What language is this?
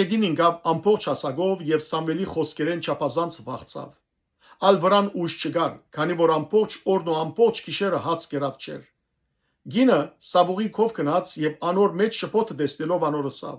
Western Armenian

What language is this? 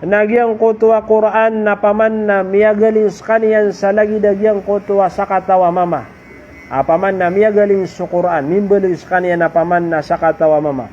Maranao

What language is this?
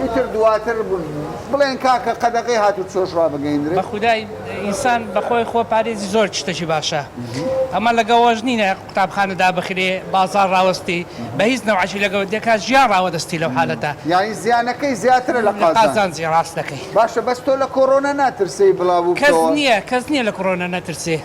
Central Kurdish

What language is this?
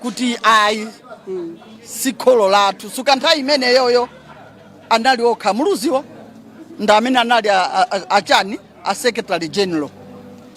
Nyanja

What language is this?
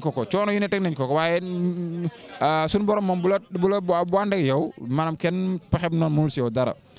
Wolof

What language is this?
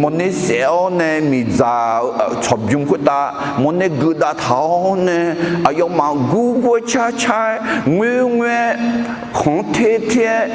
Akha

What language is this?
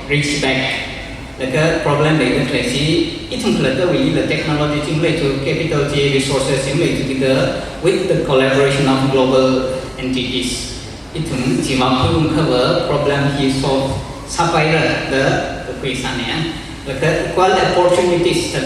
Tangkhul Naga (India)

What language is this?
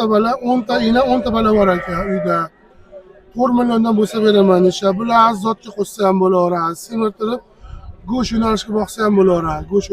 Uzbek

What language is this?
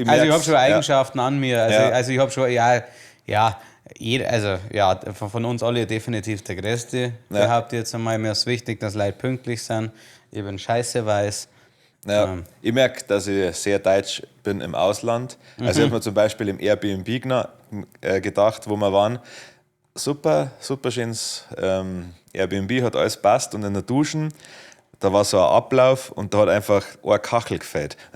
Bavarian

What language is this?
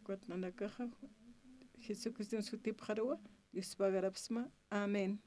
Aymara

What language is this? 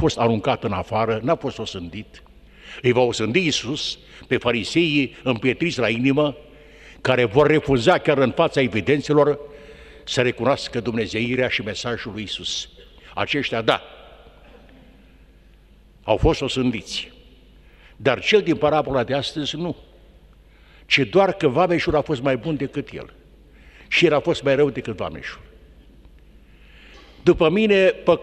Romanian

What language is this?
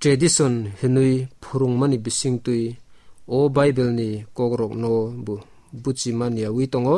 Kok Borok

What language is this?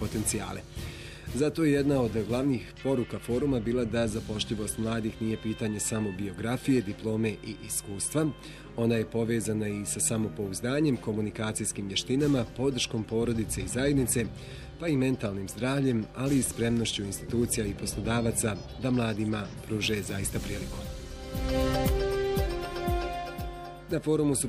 Bosnian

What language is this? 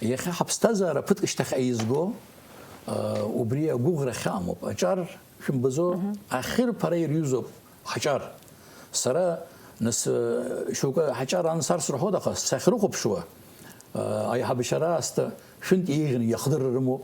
Abkhazian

